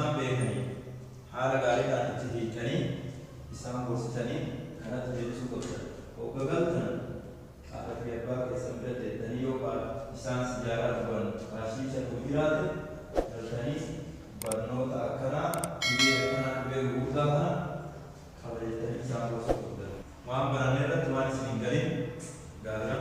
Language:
Oromo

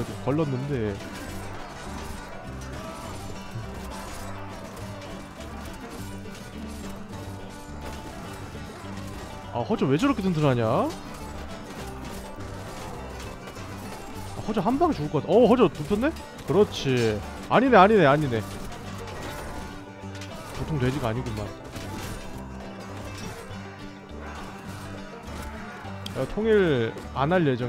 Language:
Korean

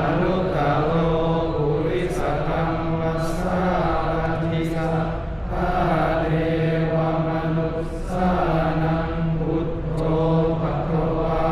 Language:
Pali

